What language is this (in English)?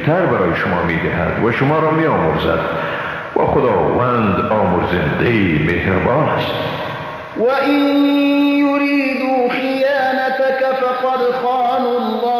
Persian